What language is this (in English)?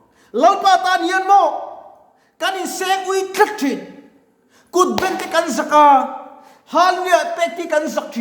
Mizo